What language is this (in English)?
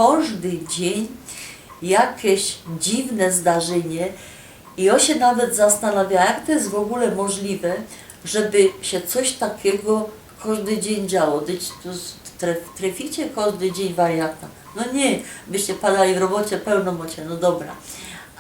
Silesian